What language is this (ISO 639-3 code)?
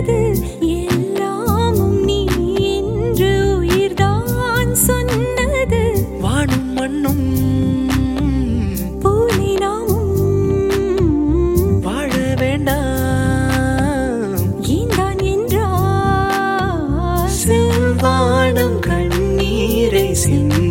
tam